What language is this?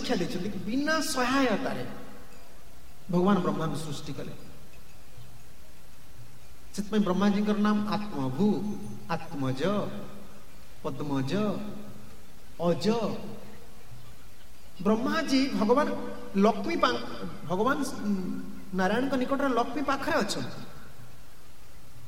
Odia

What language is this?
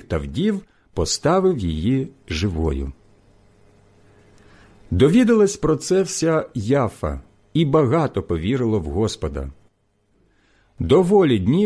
Ukrainian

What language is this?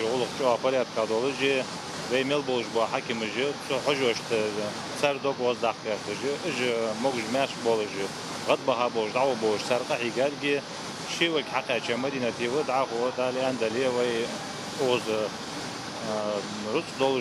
Ingush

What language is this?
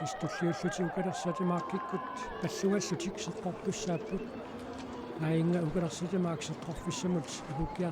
Kalaallisut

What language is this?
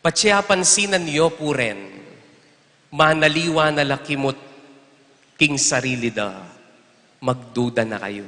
Pampanga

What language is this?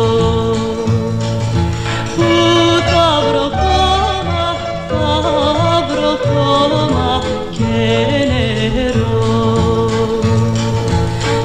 Greek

